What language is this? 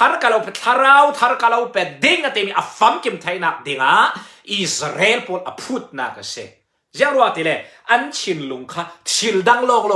Falam Chin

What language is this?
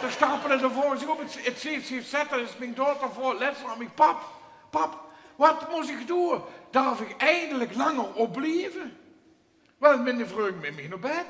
Limburgish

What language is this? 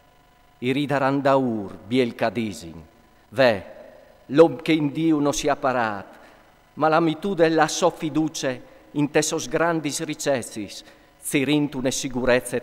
Friulian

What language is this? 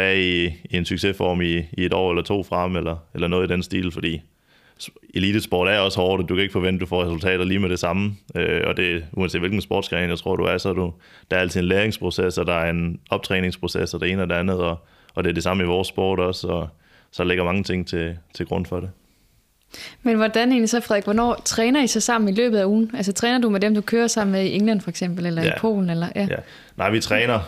Danish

